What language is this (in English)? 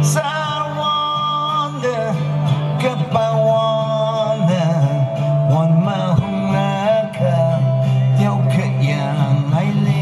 Tangkhul Naga (India)